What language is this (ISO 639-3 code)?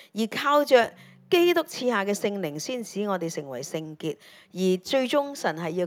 yue